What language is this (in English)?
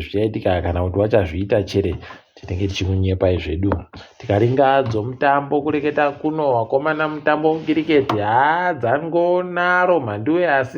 Ndau